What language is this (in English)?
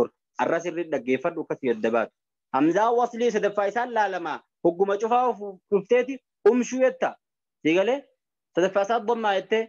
Oromo